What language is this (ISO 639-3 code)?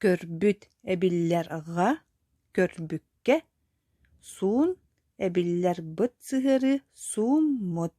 sah